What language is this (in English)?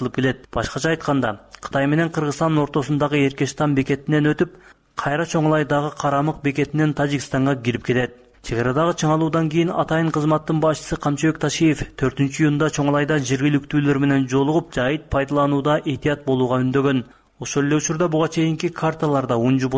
Kyrgyz